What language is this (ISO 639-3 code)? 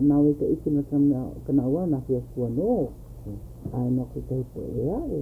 haw